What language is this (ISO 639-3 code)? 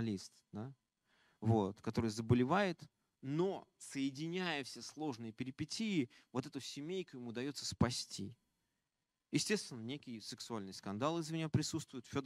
rus